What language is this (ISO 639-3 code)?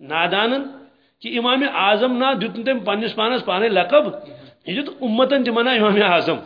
kas